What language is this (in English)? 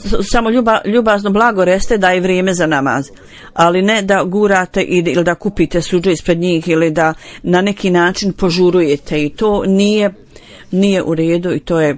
Bosnian